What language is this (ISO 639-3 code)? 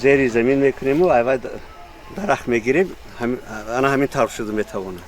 tgk